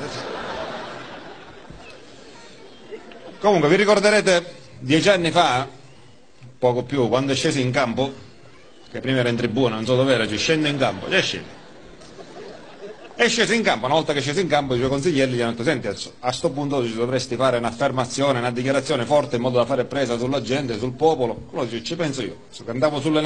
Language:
Italian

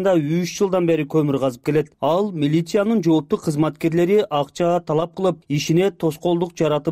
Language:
Kyrgyz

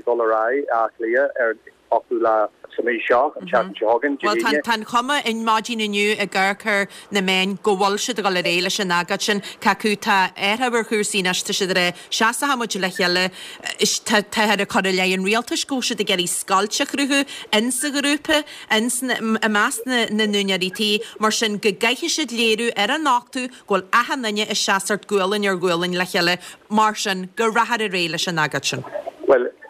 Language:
Irish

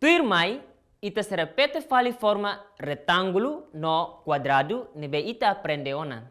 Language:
Tetum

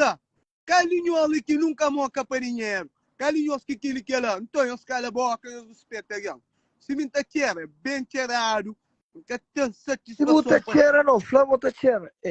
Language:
Kabuverdianu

